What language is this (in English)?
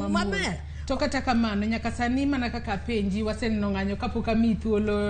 Luo (Kenya and Tanzania)